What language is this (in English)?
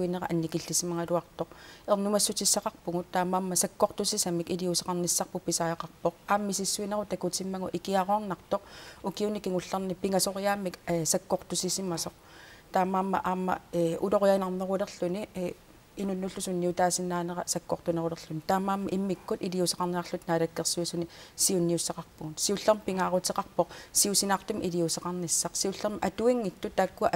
Kalaallisut